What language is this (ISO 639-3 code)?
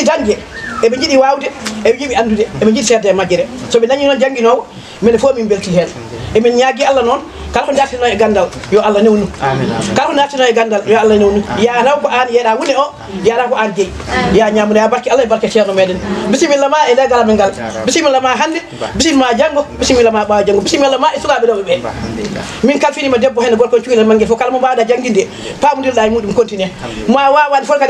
ful